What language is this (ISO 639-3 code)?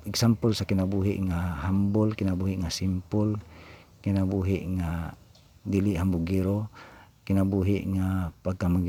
ceb